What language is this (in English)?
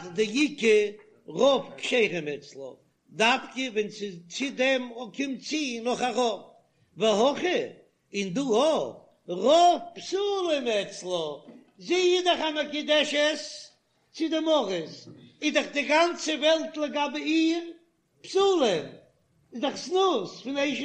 Yiddish